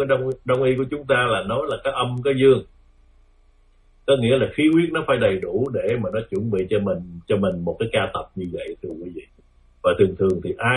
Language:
Vietnamese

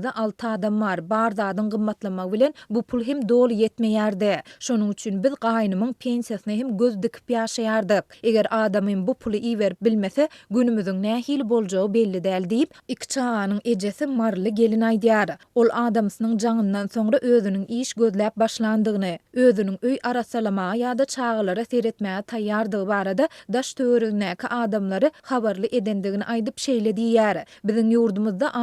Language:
Turkmen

